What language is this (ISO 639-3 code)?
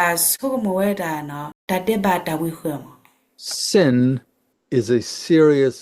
ksw